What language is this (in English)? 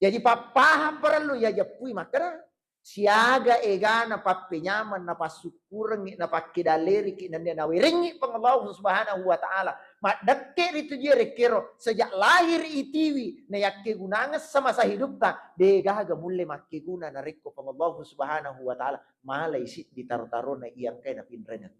Buginese